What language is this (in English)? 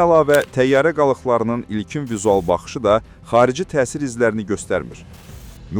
Azerbaijani